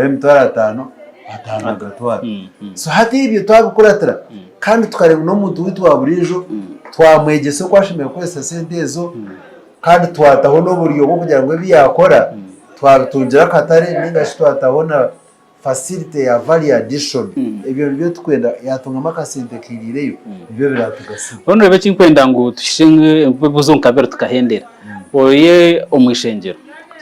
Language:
Nyankole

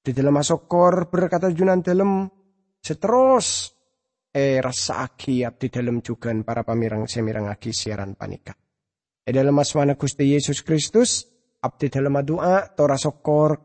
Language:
Madurese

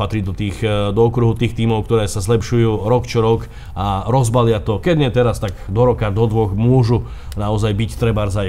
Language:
Slovak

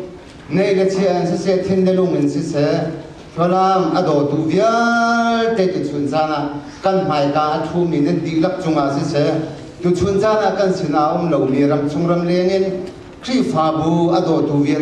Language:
Hakha Chin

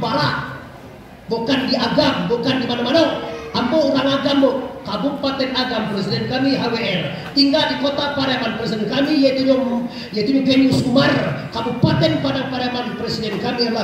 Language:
Minangkabau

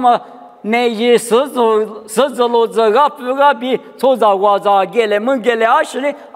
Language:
Lisu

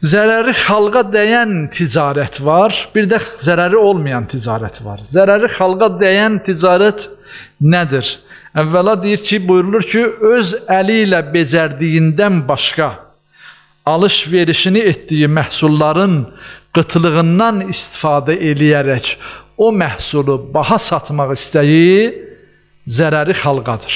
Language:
Azerbaijani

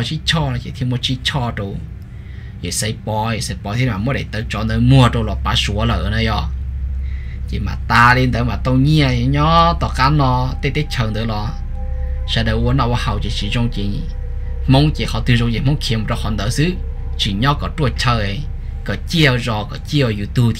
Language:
Vietnamese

